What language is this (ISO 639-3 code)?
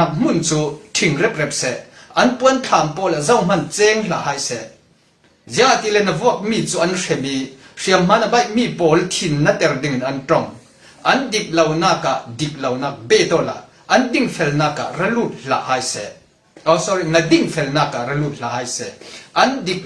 cfm